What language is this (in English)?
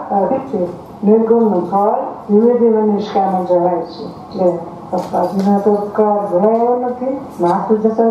Gujarati